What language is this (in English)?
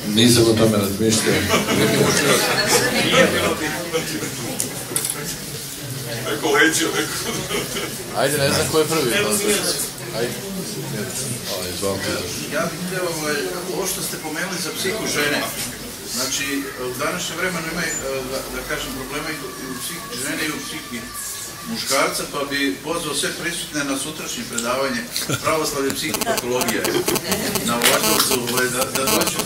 Serbian